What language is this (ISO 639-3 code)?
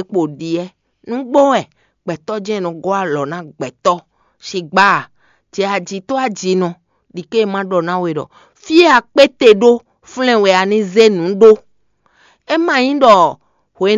fon